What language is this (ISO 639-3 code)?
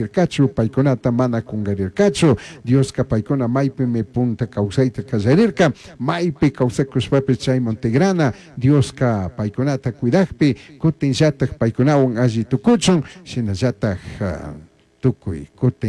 qug